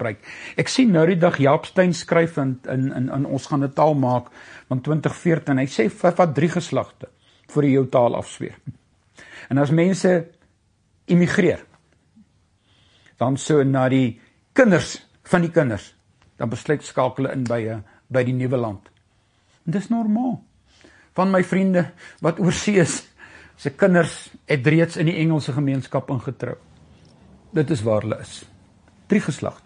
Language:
Afrikaans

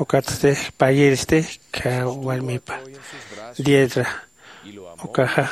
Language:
Aymara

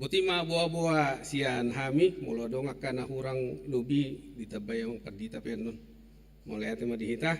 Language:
Batak Toba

